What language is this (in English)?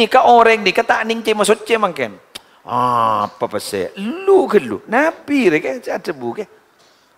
Madurese